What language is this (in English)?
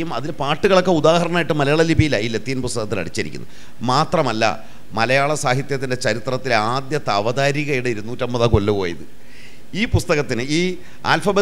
Malayalam